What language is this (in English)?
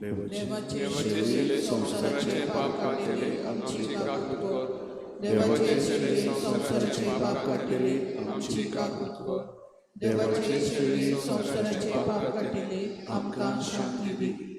Konkani